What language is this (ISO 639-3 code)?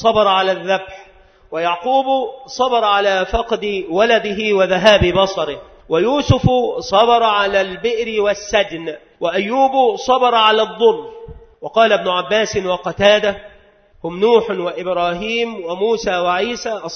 ara